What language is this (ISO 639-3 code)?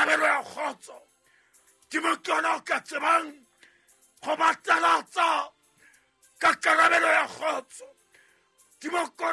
sot